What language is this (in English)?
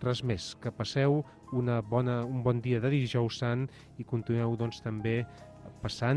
Catalan